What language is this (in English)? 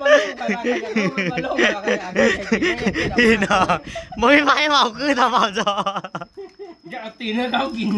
Northeastern Thai